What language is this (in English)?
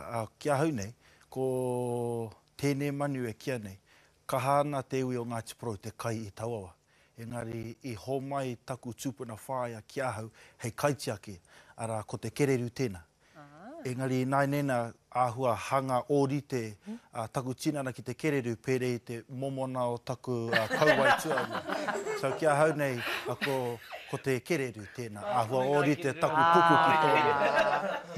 Māori